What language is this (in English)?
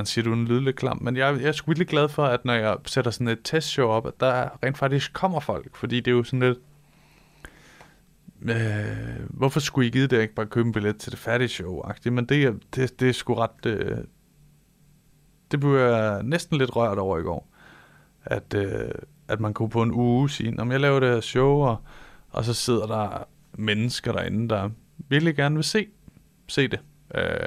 Danish